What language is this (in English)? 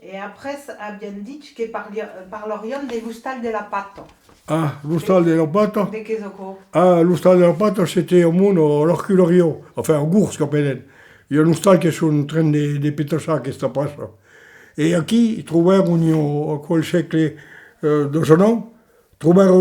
Occitan